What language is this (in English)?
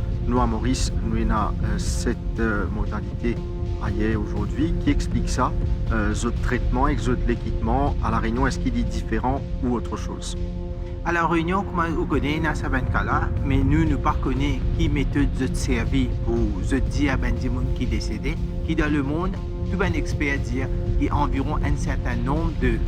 Morisyen